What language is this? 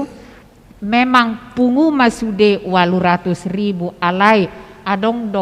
Batak Toba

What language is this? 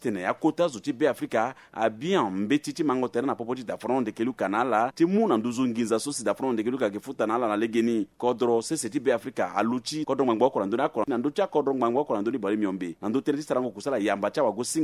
Sango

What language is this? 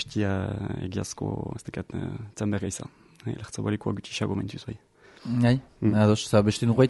Basque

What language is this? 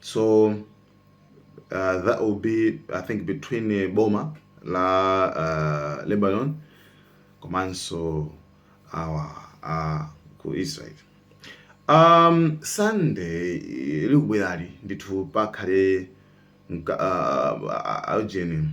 Nyanja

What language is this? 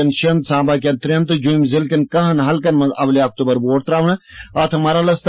Kashmiri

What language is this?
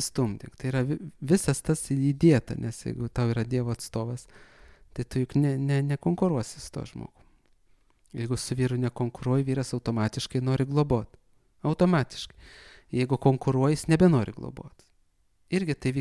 Lithuanian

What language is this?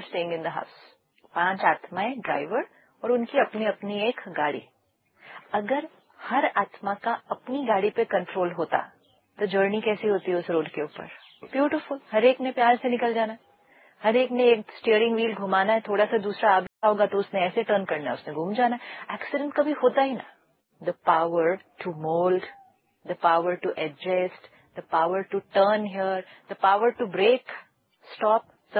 Hindi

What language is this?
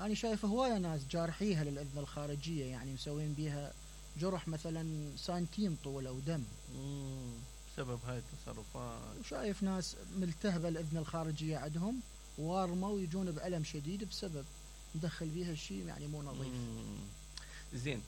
Mesopotamian Arabic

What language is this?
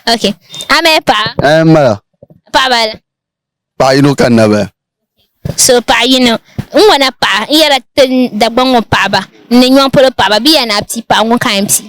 Dagbani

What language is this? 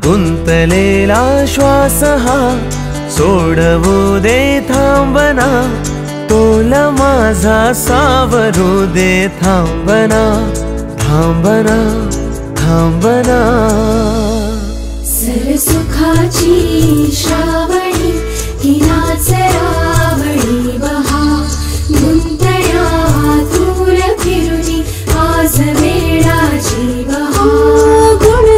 Marathi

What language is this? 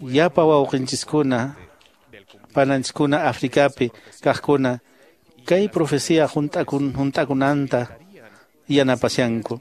Quechua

